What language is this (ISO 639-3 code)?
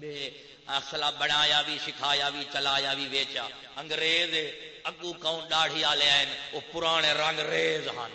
skr